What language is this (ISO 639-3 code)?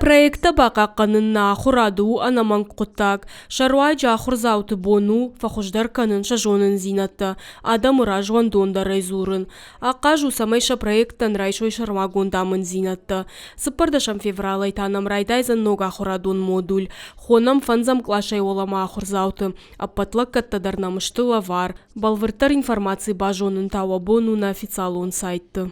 oss